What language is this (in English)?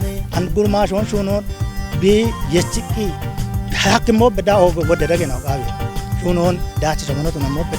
Kafa